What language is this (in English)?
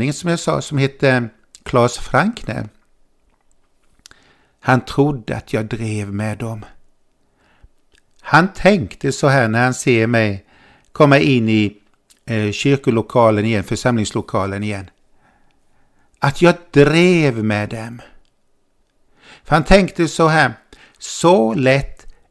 Swedish